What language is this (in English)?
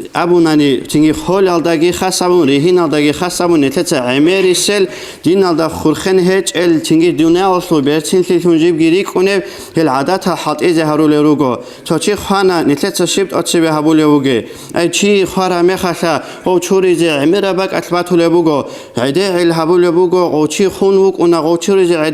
Avaric